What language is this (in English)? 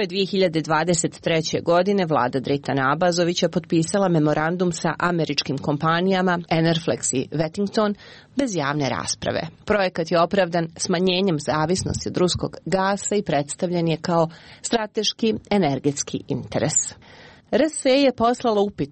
Serbian